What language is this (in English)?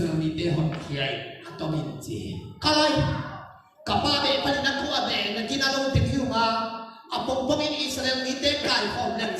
Tedim Chin